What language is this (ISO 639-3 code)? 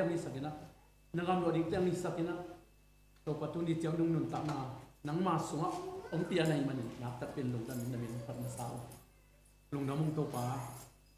ctd